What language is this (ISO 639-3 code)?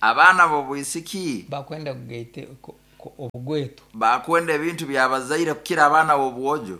nyn